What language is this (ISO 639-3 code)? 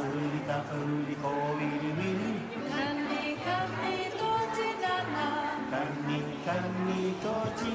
mri